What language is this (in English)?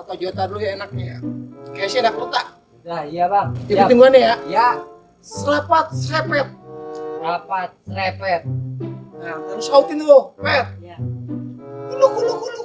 Betawi